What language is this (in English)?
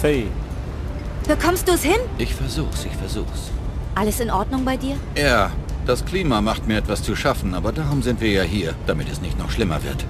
Bavarian